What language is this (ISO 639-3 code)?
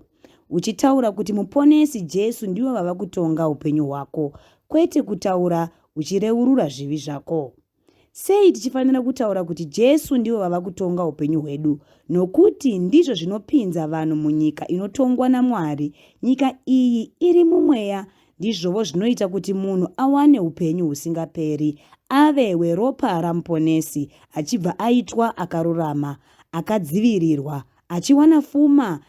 sna